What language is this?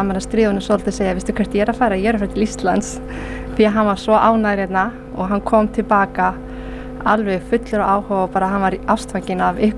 Icelandic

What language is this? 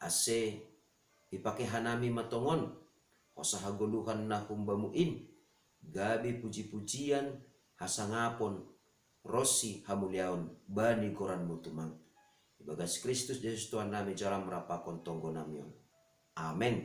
Batak Simalungun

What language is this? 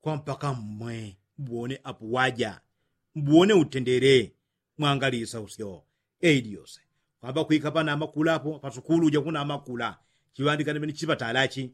Yao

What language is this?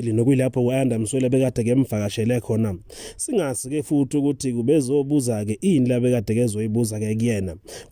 Zulu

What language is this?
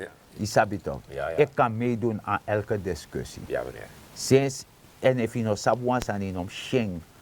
Sranan Tongo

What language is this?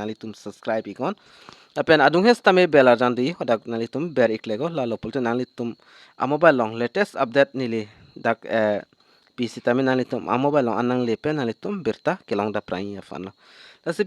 Karbi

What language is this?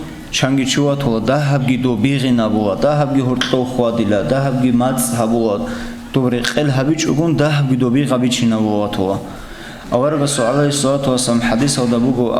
Avaric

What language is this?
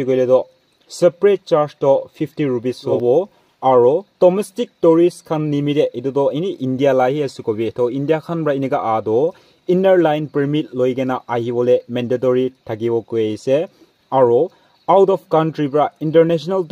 Naga Pidgin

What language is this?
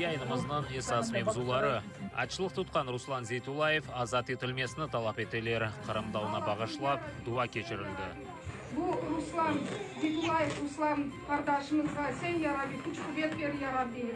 Crimean Tatar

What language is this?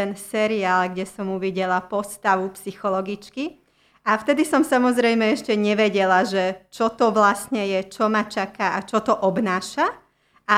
Slovak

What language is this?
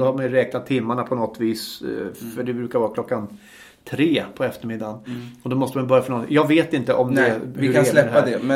Swedish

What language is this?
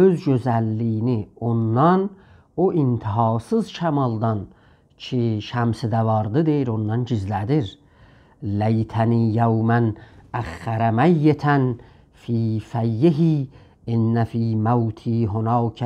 South Azerbaijani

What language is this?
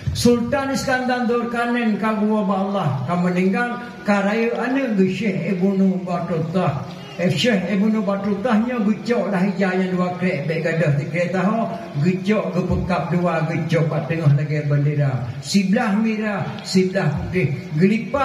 Achinese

